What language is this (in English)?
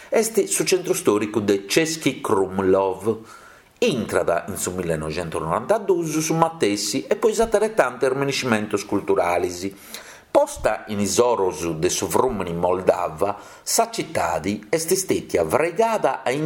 Sardinian